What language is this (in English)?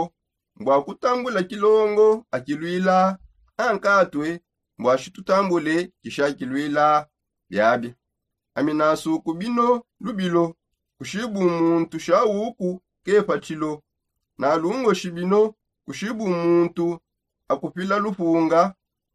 Songe